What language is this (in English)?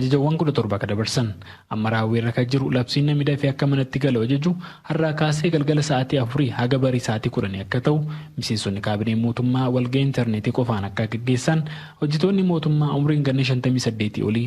Oromo